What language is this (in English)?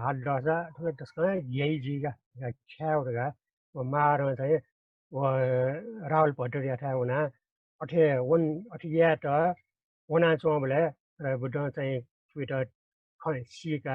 Newari